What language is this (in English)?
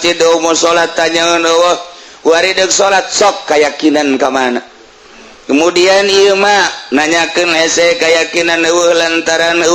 Sundanese